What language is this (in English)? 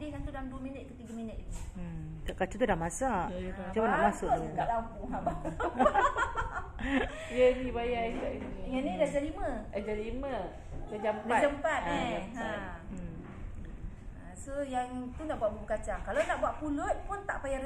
Malay